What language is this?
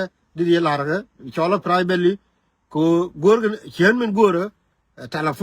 Nuer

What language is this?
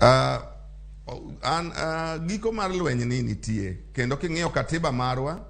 Luo (Kenya and Tanzania)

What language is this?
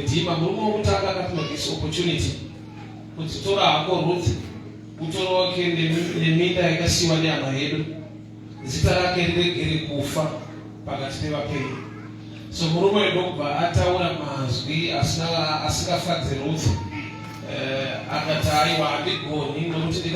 Shona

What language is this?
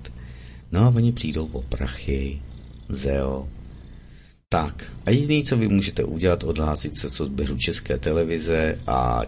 Czech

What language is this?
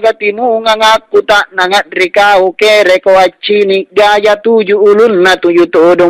Makasar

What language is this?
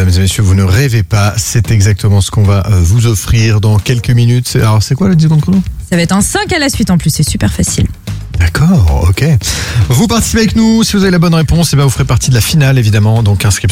French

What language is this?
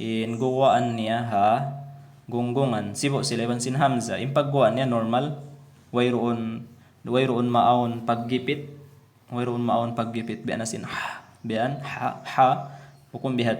Tausug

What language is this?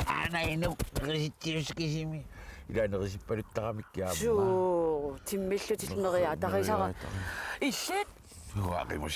Kalaallisut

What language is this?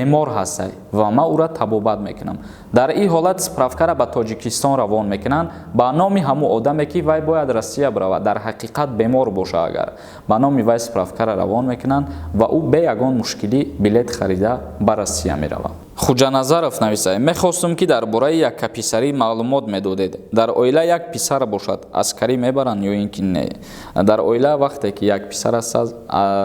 Tajik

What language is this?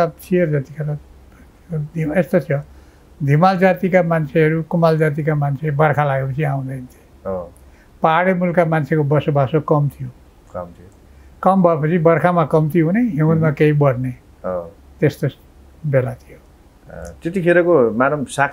Nepali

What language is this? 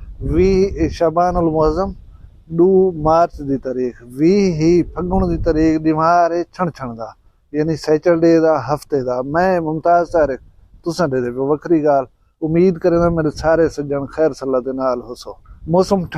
Saraiki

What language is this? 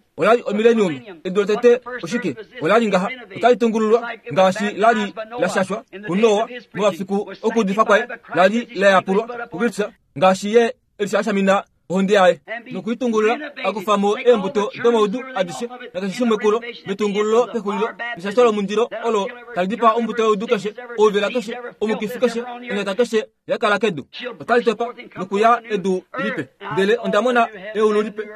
Kuanyama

